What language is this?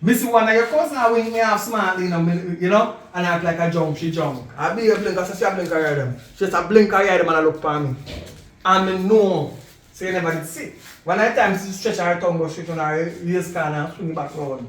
Jamaican Creole English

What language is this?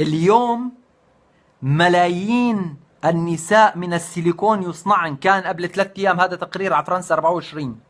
North Levantine Arabic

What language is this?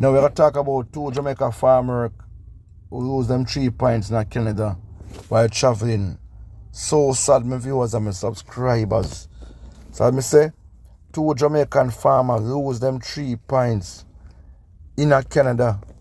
Jamaican Creole English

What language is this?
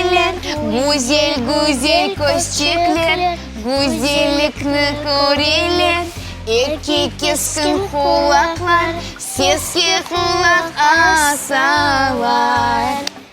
Crimean Tatar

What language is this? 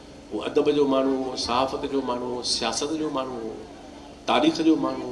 Sindhi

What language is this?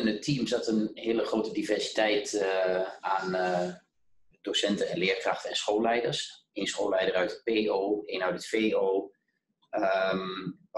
Dutch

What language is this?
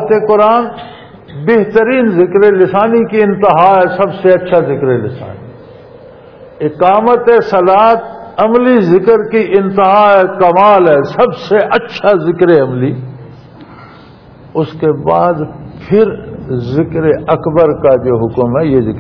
Urdu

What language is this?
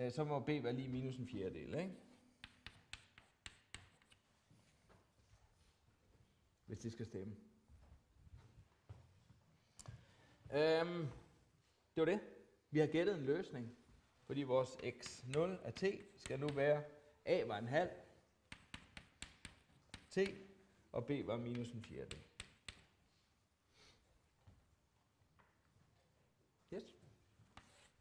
Danish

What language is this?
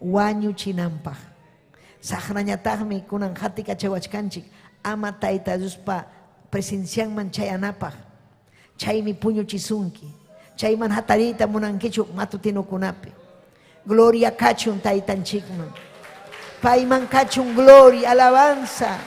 Ayacucho Quechua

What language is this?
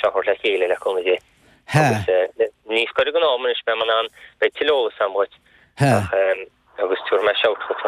Irish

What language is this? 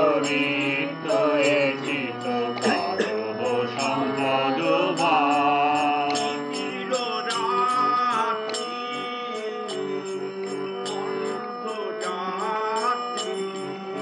Bangla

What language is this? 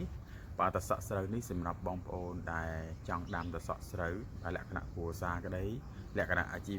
Khmer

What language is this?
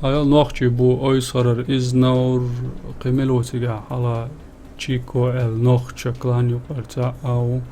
Chechen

